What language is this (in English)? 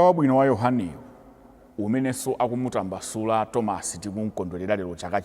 Nyanja